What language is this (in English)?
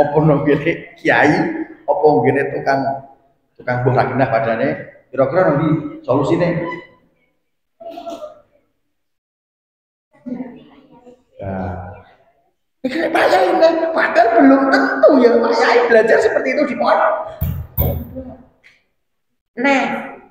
Javanese